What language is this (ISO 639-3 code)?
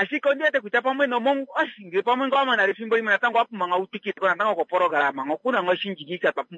kua